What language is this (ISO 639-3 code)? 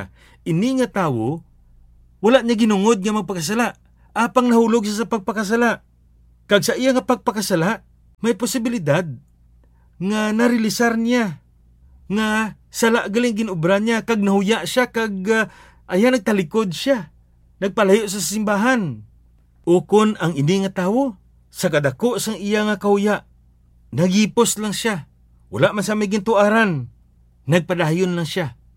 hil